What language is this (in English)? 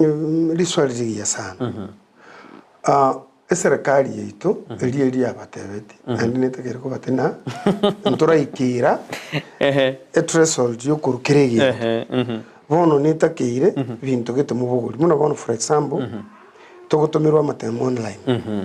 Gusii